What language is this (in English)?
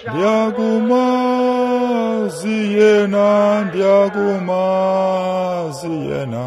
Xhosa